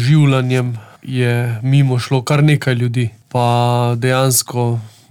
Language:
Slovenian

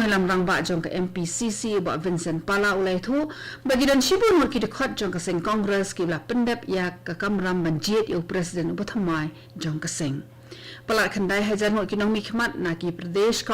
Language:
Khasi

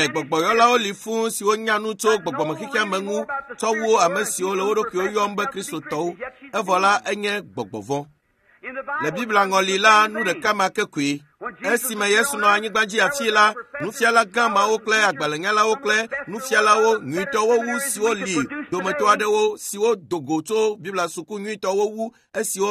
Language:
Ewe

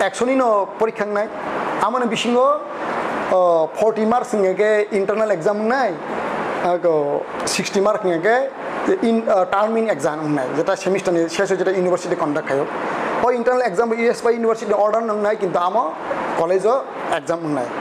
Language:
Kok Borok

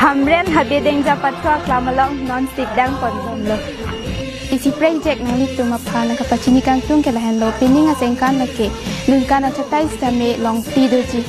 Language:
Karbi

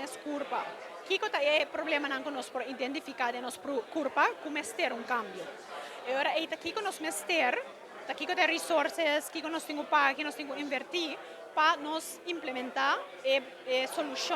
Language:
Papiamento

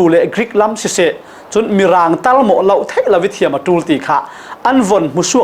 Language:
Falam Chin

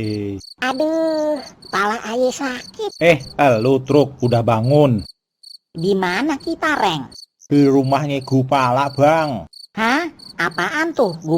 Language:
Betawi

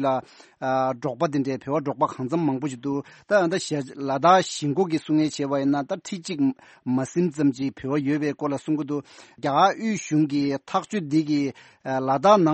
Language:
Tibetan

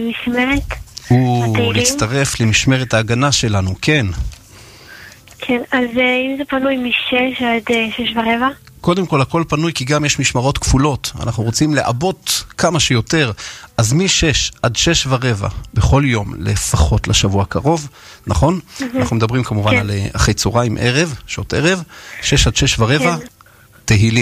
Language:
Hebrew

